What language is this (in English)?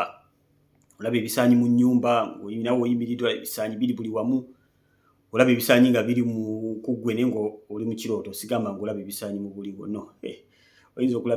Ganda